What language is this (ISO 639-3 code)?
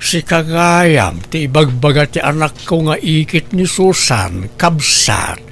ilo